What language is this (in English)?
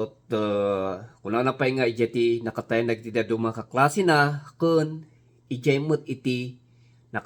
Iloko